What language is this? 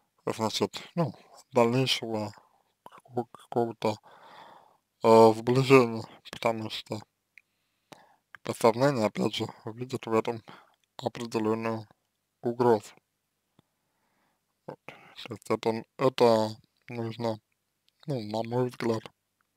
Russian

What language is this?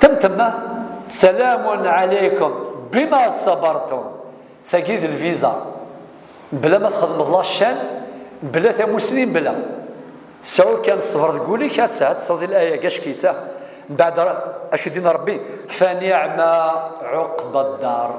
Kabyle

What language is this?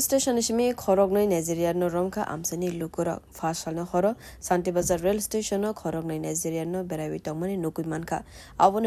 Kok Borok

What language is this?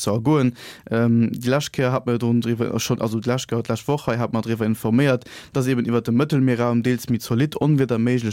Luxembourgish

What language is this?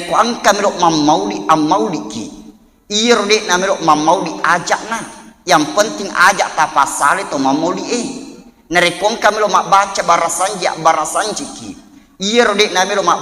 Buginese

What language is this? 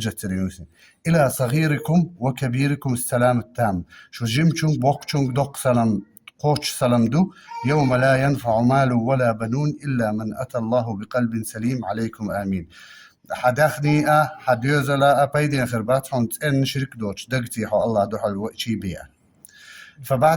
Chechen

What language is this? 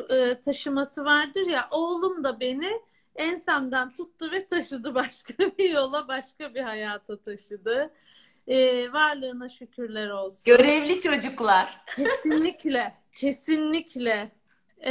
Turkish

